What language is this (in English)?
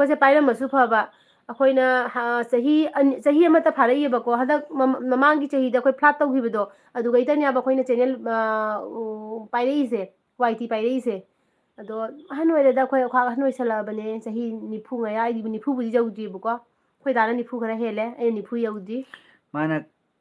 Manipuri